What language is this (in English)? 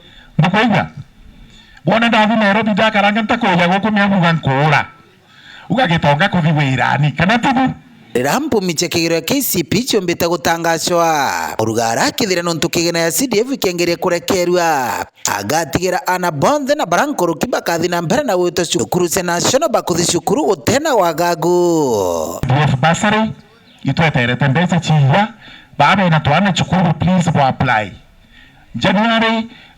Meru